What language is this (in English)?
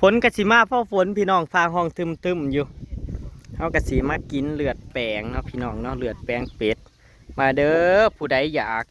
Northeastern Thai